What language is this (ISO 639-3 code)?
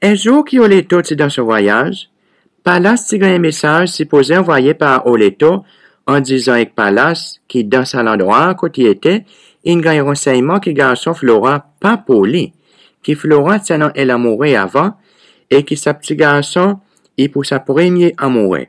crs